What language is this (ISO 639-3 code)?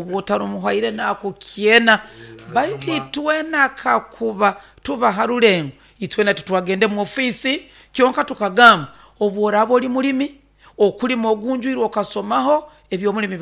nyo